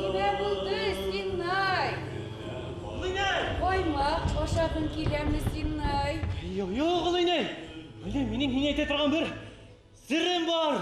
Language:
Bashkir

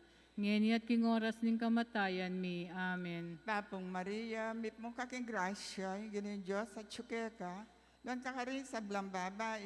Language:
Pampanga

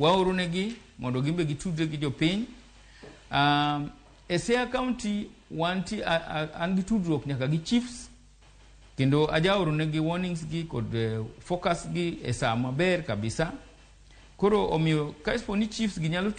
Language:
Luo (Kenya and Tanzania)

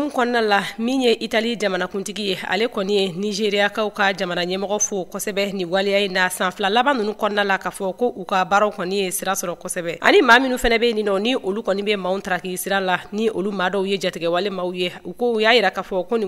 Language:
Bambara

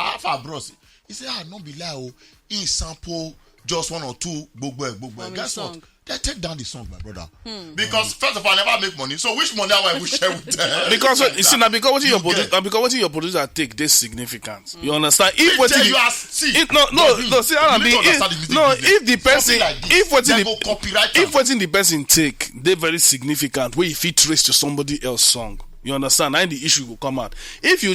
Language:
Nigerian Pidgin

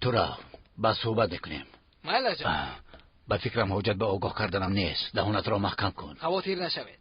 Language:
Tajik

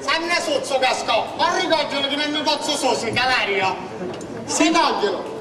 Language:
Sicilian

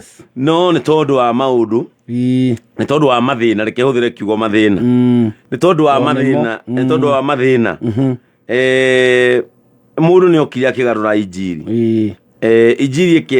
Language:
Kikuyu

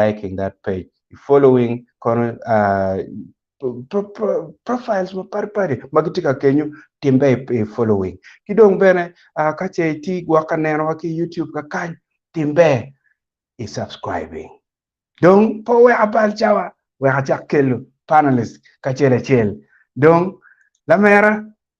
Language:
Acoli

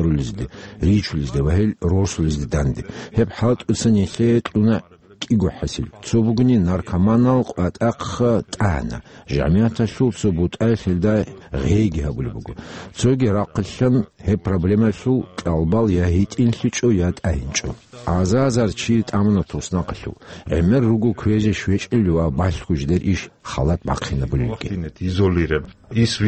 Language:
Avaric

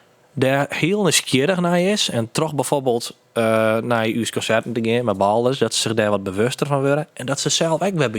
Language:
Western Frisian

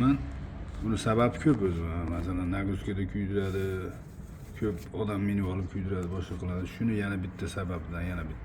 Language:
Uzbek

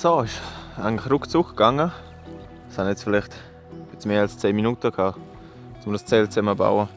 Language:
Swiss German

